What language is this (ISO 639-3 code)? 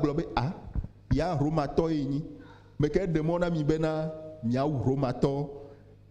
ewe